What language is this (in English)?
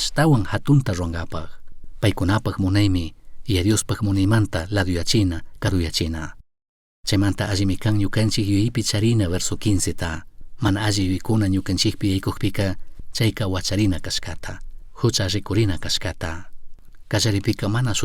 Chimborazo Highland Quichua